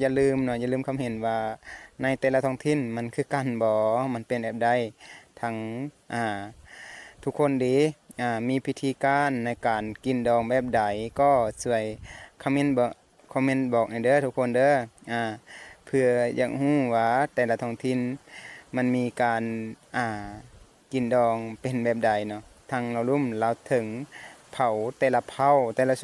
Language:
Lao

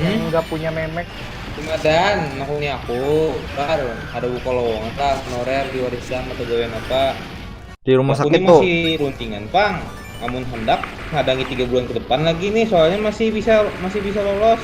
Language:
Banjar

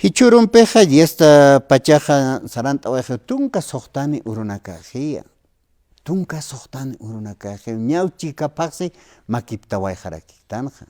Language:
Aymara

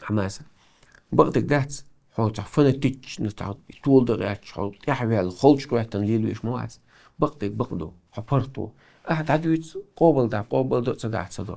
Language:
Chechen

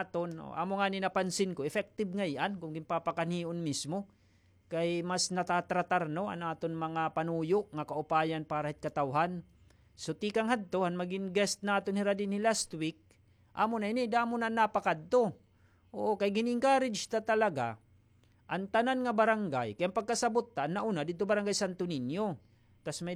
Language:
Waray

